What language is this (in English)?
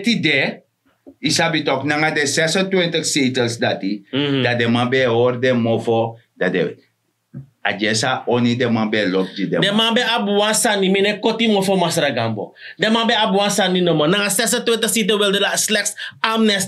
Sranan Tongo